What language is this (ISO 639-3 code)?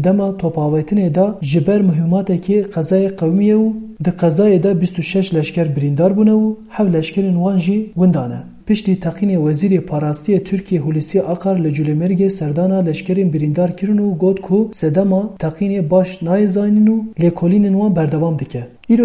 kur